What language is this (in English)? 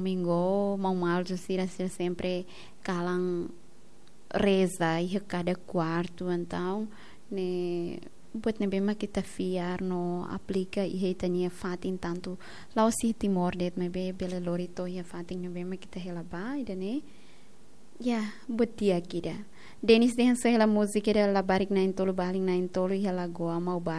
Tetum